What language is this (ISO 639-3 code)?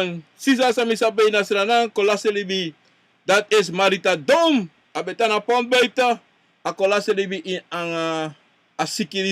srn